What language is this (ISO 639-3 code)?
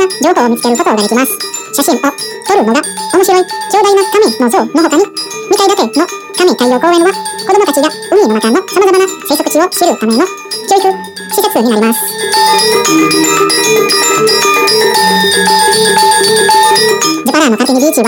jpn